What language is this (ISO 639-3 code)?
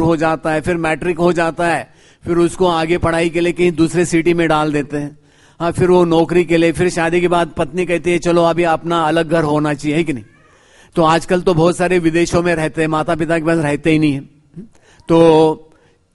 hin